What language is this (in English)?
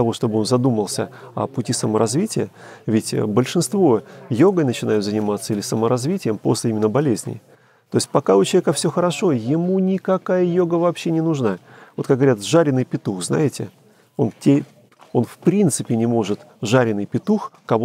Russian